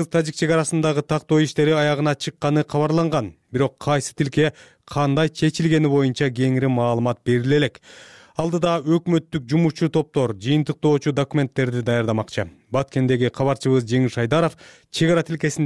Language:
Kyrgyz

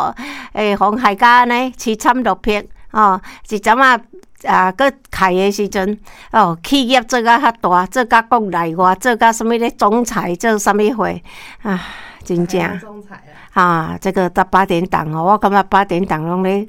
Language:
Min Nan Chinese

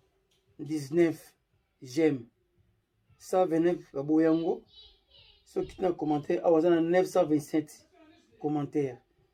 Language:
Lingala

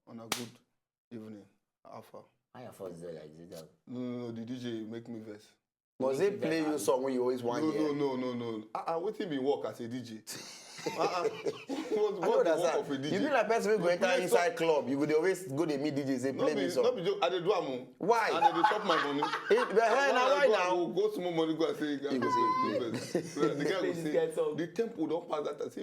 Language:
Nigerian Pidgin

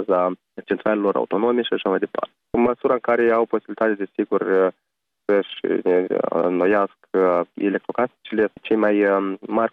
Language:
Romanian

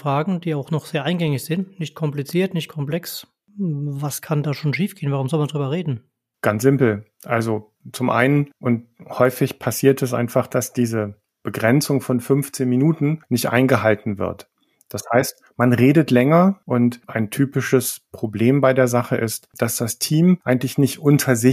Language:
German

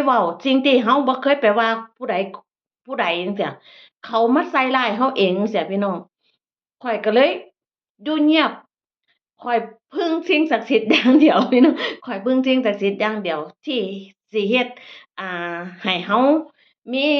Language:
Northeastern Thai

